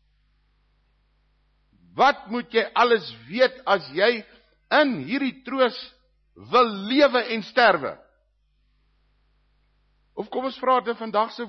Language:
Afrikaans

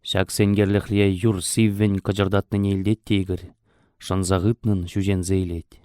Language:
Chuvash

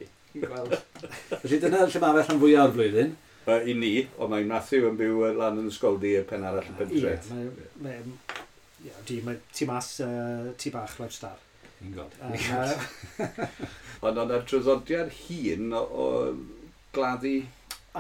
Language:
Welsh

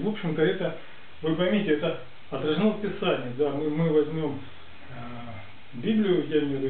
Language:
Russian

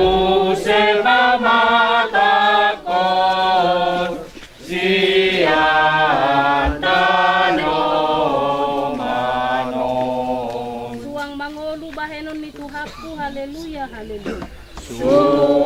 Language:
Batak Toba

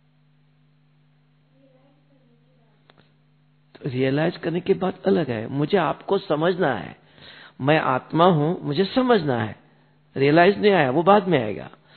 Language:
Hindi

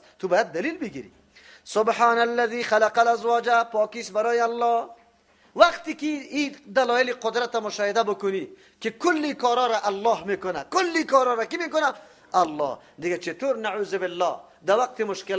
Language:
Persian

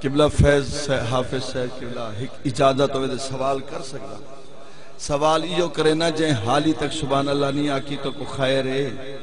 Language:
Saraiki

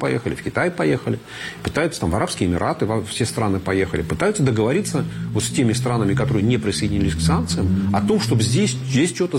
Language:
Russian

